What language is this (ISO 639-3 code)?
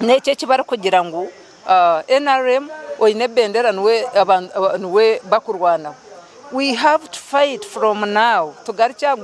nyn